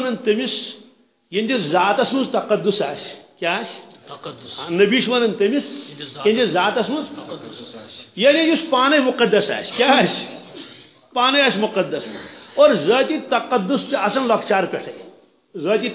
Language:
Kashmiri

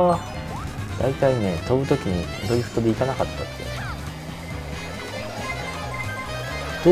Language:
Japanese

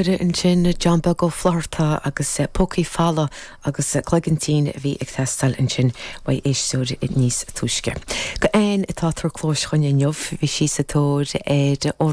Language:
Irish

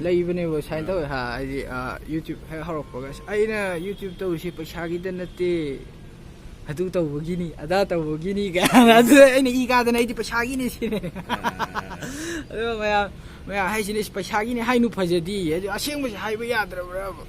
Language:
Manipuri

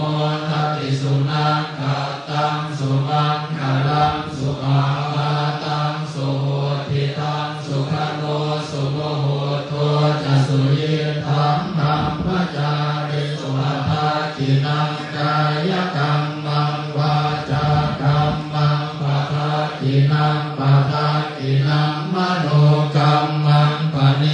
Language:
Pali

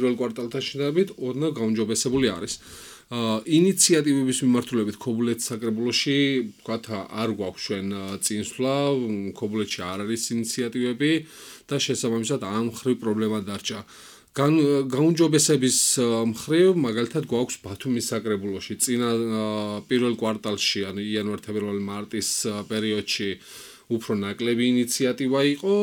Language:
Georgian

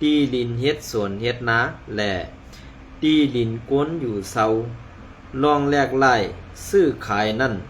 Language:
Shan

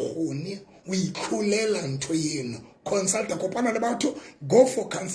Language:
Southern Sotho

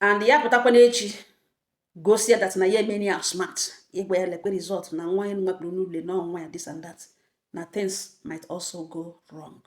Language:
Igbo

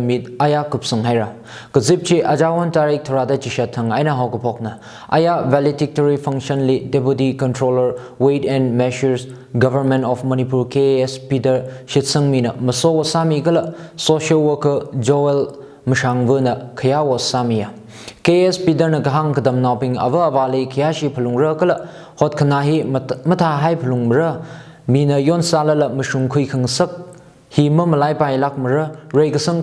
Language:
Tangkhul Naga (India)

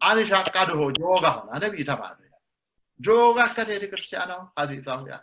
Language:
Sidamo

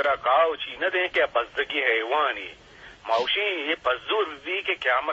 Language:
Eastern Balochi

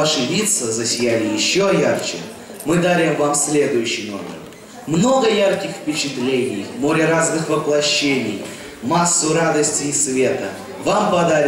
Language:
Russian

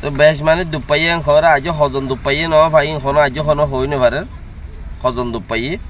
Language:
Rohingya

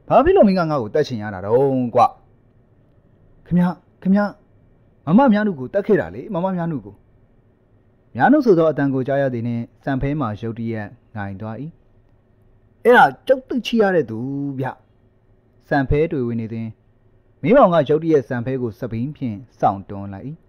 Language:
Burmese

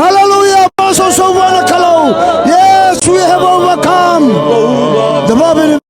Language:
Fijian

